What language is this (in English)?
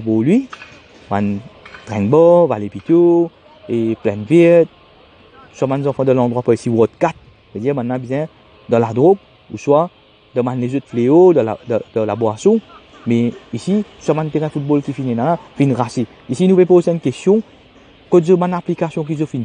Morisyen